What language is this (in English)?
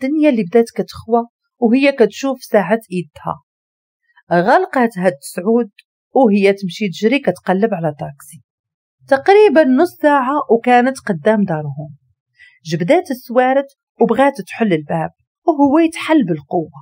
Moroccan Arabic